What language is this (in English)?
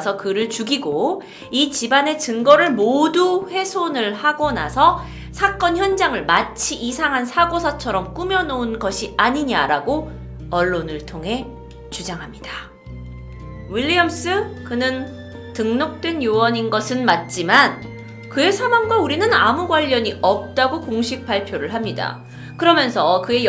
Korean